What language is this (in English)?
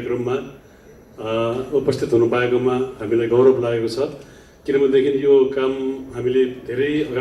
Nepali